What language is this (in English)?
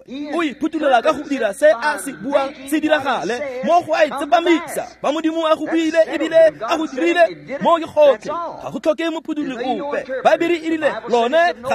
Tswana